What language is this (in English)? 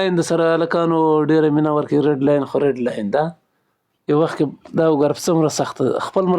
Pashto